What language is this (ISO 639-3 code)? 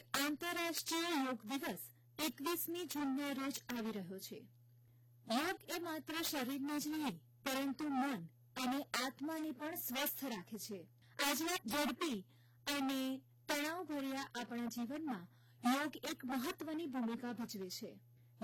guj